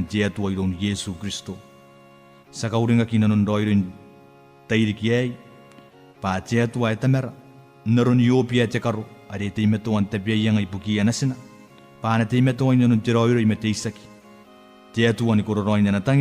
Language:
Gilbertese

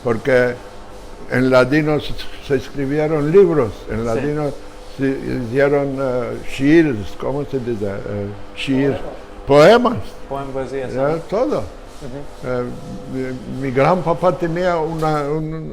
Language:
Ladino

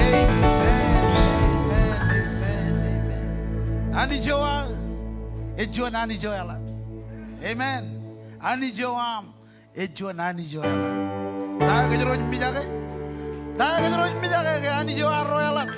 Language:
Marshallese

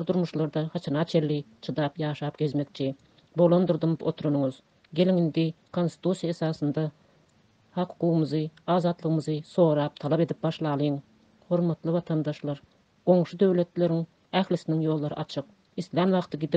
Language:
Turkmen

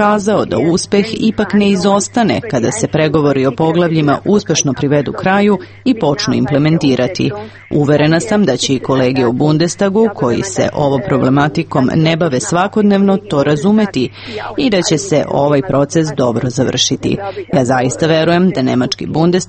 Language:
Serbian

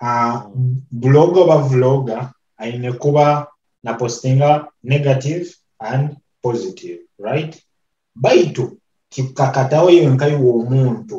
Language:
Nyoro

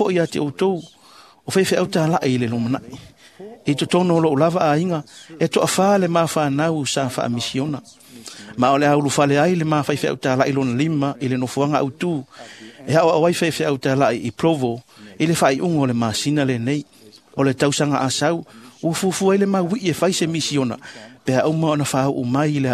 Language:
Samoan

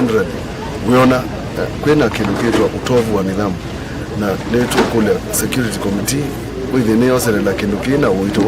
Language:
Kamba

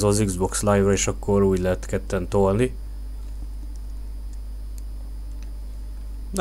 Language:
Hungarian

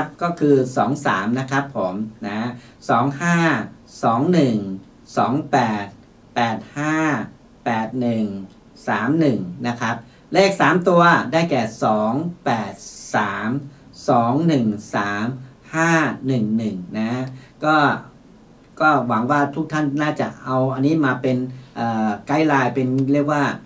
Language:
Thai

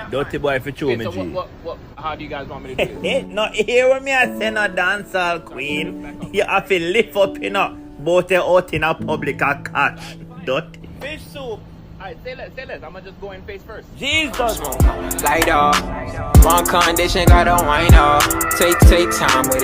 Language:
Jamaican Creole English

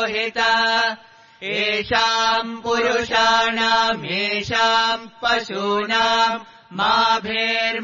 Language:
Sanskrit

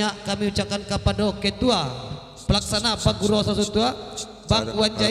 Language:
Minangkabau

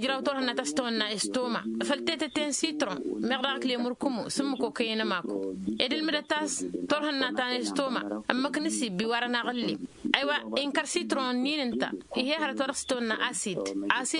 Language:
Tamasheq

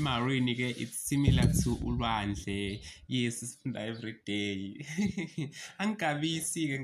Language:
Zulu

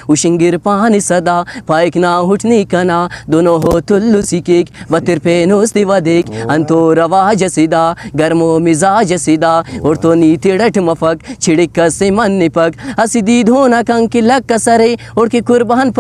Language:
Brahui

